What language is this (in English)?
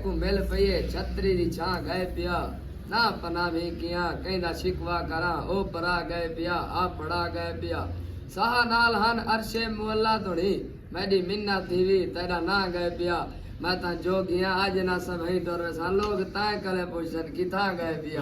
Saraiki